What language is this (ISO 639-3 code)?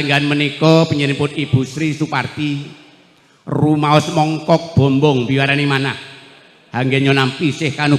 jav